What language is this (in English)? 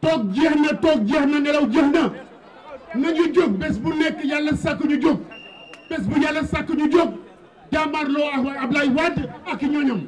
Wolof